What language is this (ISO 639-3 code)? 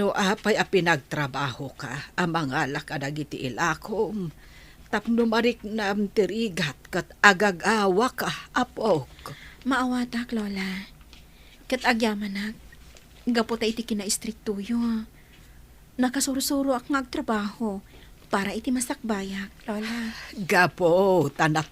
ilo